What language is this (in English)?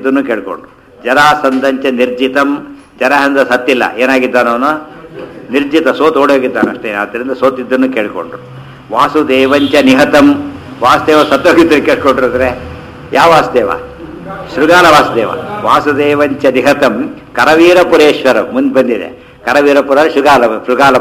Kannada